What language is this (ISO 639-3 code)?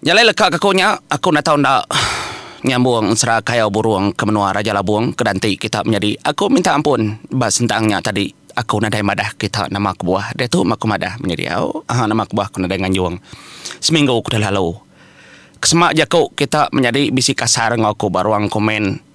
iba